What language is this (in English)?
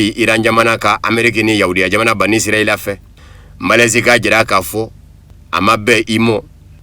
Bambara